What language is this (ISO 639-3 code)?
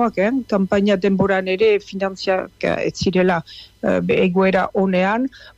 eus